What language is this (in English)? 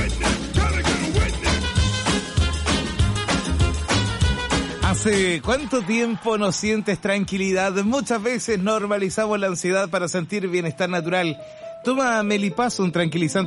Spanish